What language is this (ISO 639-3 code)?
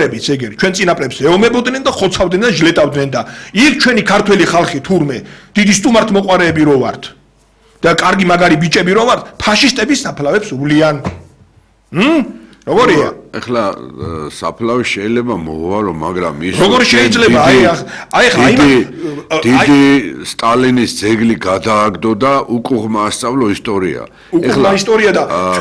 kat